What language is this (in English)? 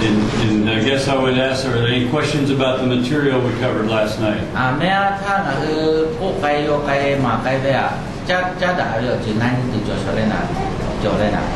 Lahu